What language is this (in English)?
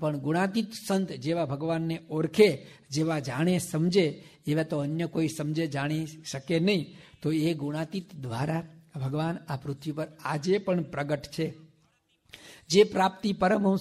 Gujarati